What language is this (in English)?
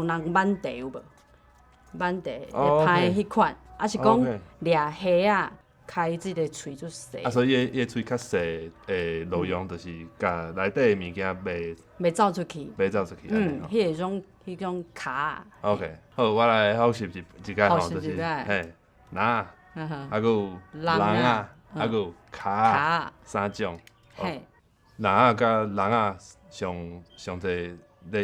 Min Nan Chinese